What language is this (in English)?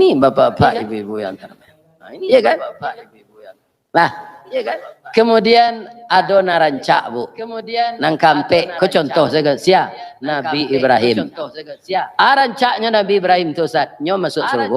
Minangkabau